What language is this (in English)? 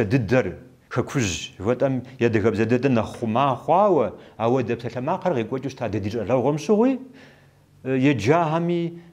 Kabardian